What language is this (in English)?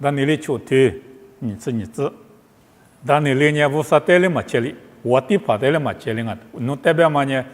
Lisu